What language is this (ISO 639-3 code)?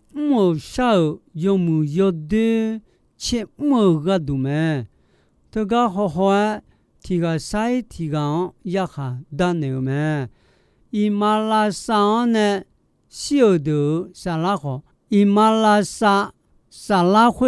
ahk